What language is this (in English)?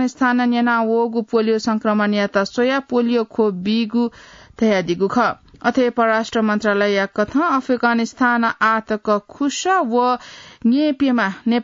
Newari